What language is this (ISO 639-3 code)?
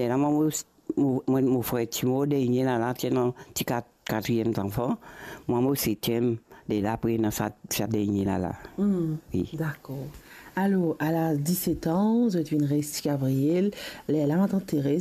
mfe